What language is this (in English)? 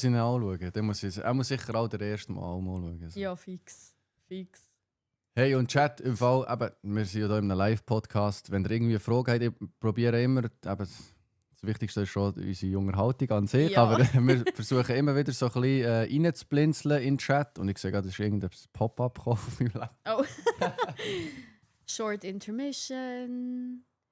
Swiss German